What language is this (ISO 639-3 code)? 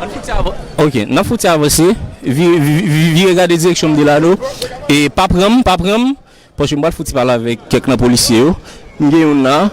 hat